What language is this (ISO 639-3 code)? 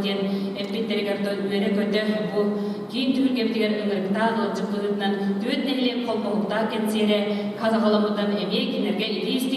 sah